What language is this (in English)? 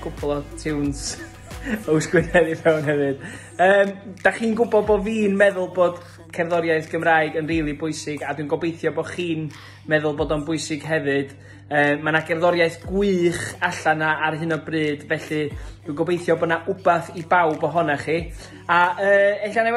Welsh